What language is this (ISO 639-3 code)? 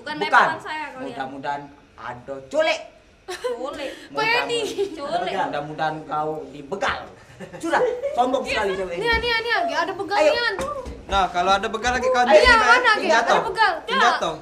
mui